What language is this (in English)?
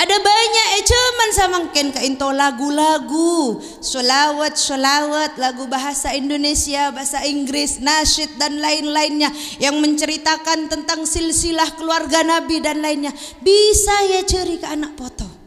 Madurese